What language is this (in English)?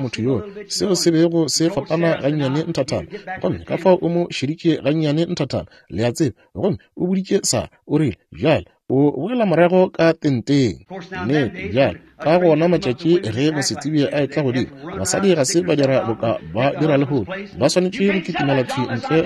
Northern Sotho